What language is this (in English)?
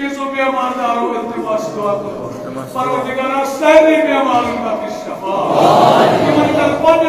Kashmiri